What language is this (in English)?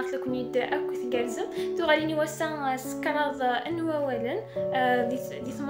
Kabyle